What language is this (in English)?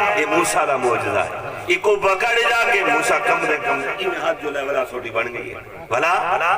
Saraiki